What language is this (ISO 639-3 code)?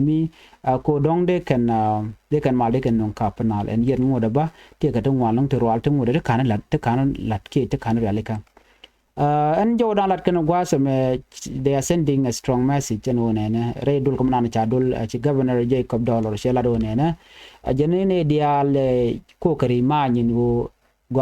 nus